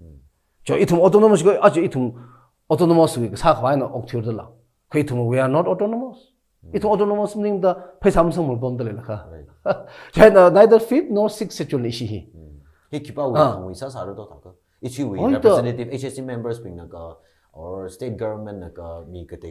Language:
Tangkhul Naga (India)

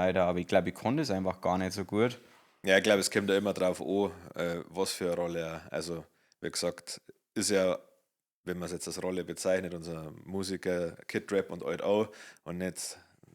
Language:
Bavarian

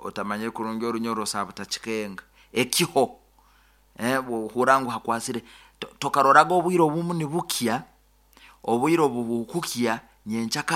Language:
Nyoro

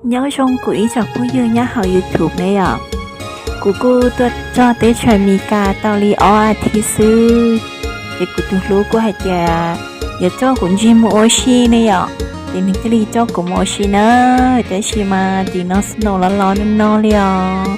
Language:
Hmong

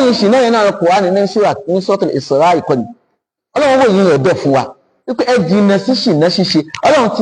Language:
Yoruba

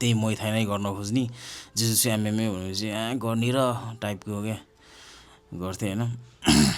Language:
Nepali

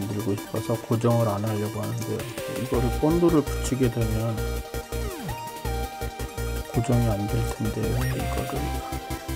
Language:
Korean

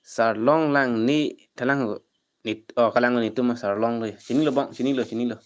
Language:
Karbi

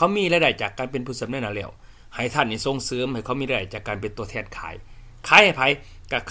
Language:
Lao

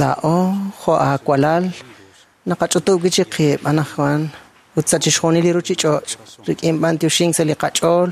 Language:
Kekchí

